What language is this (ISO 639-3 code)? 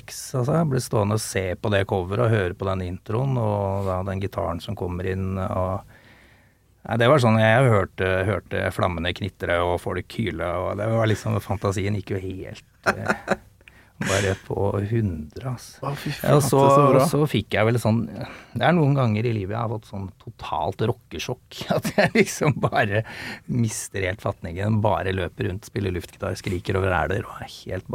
nor